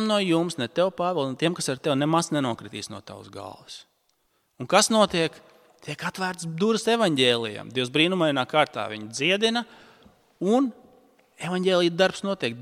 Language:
Latvian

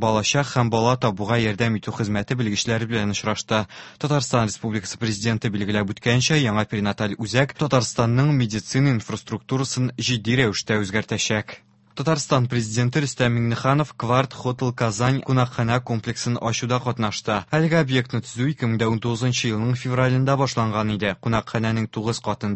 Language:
Tatar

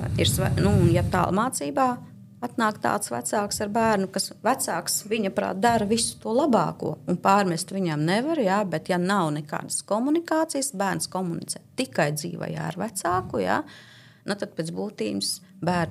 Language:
Latvian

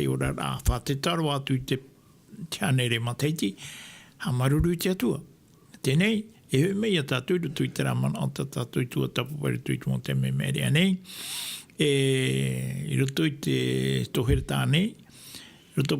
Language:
Tahitian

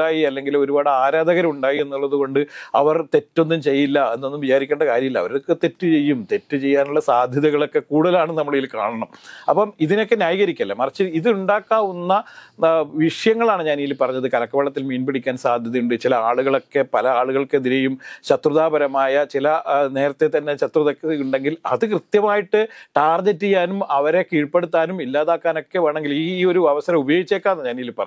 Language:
Malayalam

